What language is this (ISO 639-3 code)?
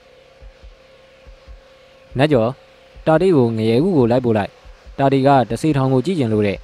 mya